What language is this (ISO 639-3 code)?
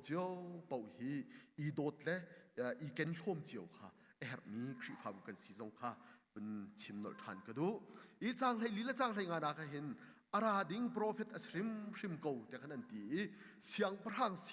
cnh